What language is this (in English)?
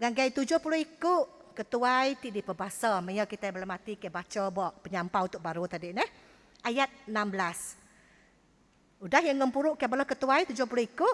Iban